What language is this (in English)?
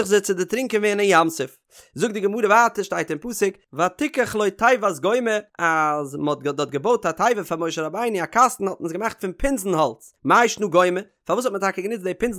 Yiddish